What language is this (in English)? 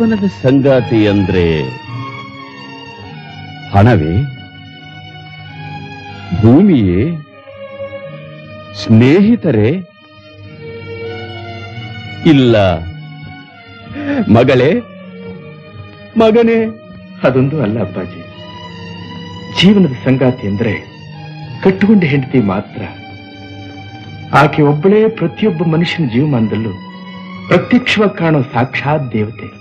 Kannada